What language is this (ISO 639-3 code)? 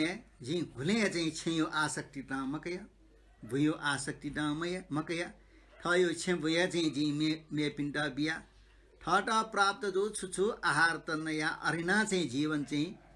new